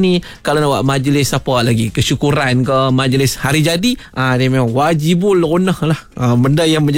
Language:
Malay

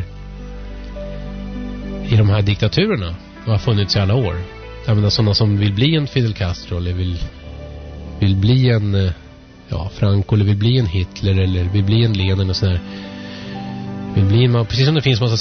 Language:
Swedish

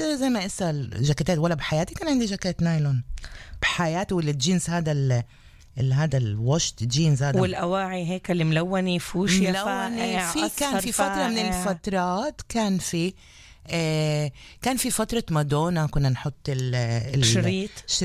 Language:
North Levantine Arabic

